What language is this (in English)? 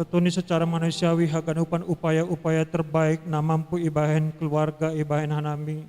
Batak Simalungun